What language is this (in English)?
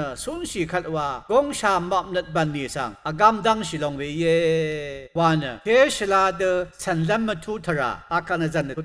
Rawang